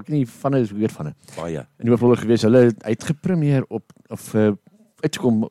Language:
Afrikaans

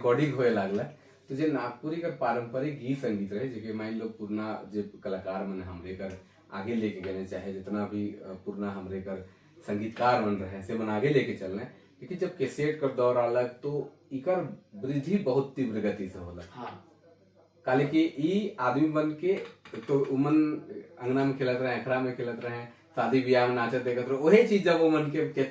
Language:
Sadri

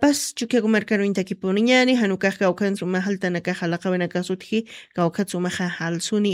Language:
Aymara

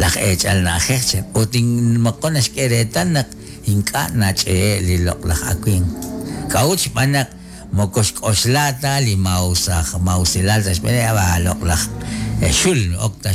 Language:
Kekchí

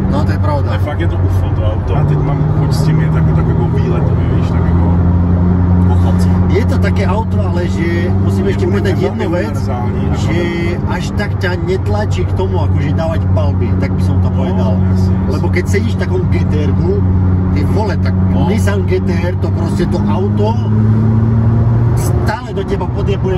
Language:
Slovak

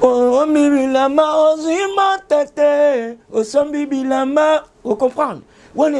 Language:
Lingala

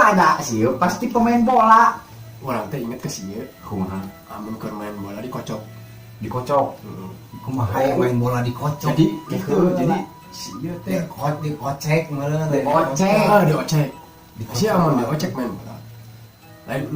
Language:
Sundanese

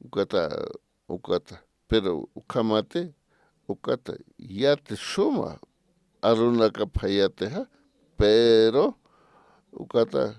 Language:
Aymara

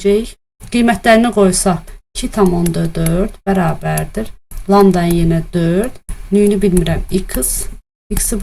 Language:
Azerbaijani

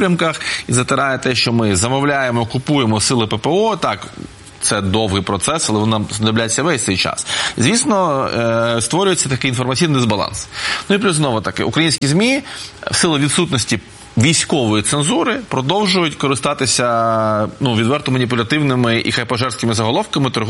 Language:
Ukrainian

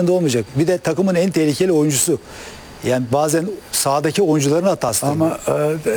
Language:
Turkish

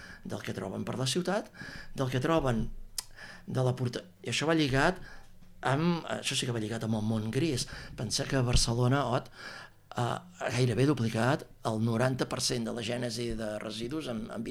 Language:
Catalan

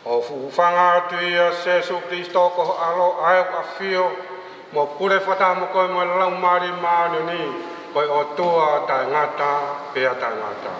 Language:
Tongan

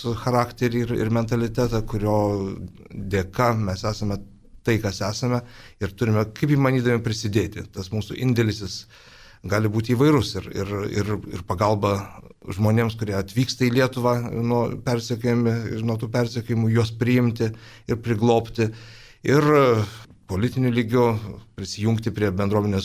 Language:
Lithuanian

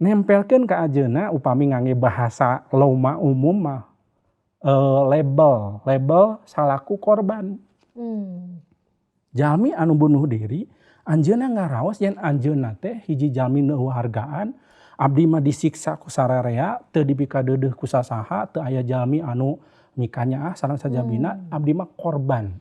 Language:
Sundanese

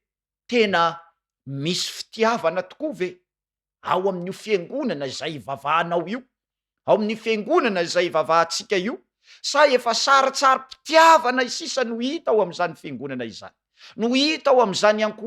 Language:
Malagasy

